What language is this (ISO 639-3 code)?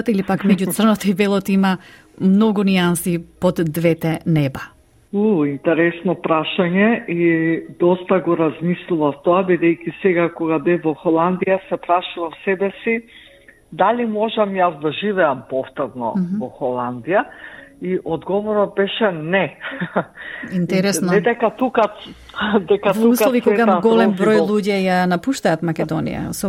mkd